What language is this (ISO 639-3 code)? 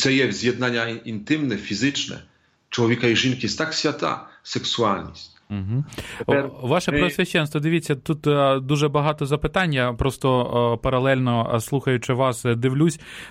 ukr